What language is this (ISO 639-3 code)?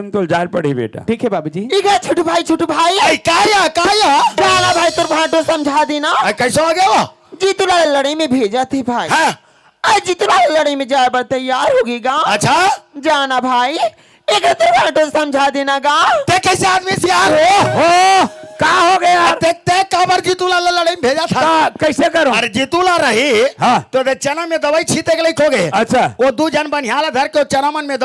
hne